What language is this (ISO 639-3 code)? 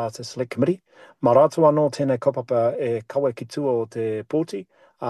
mri